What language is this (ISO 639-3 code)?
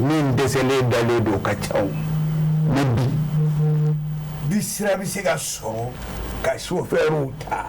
bam